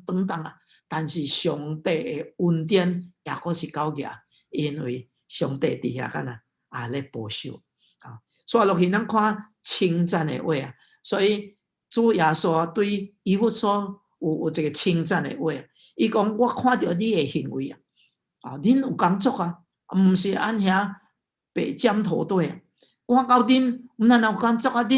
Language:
Min Nan Chinese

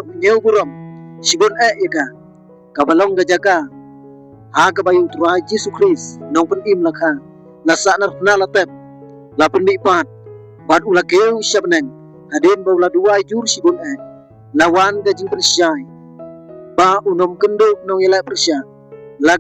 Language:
Khasi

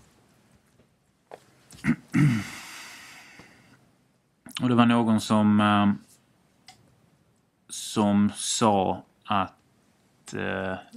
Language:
Swedish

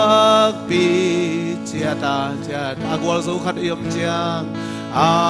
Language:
Tedim Chin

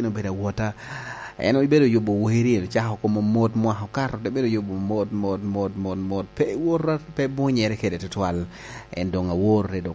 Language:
Lango (Uganda)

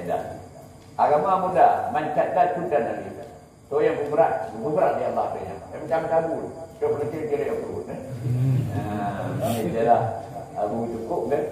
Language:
Achinese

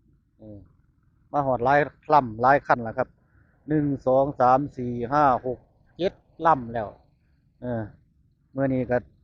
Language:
Northeastern Thai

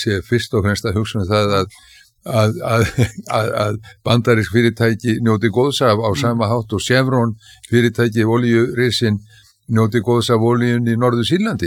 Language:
Icelandic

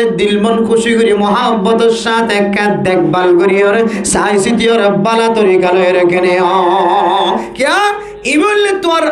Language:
Rohingya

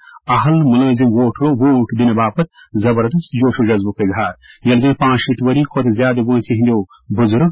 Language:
Kashmiri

